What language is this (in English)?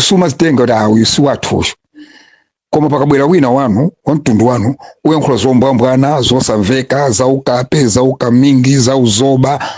Nyanja